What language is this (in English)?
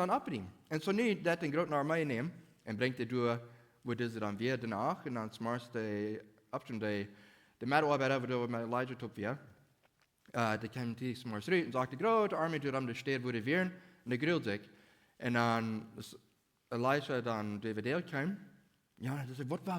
Plautdietsch